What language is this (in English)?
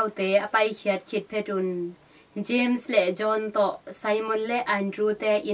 Tedim Chin